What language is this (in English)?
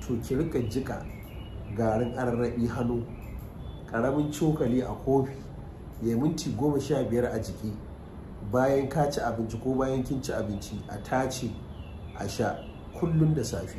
Hausa